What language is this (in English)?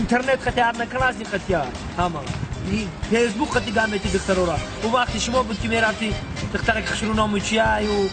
Tajik